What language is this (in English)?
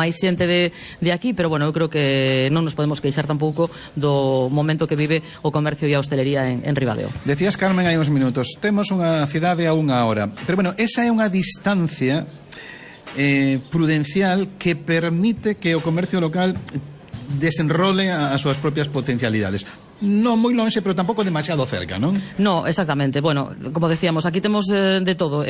Galician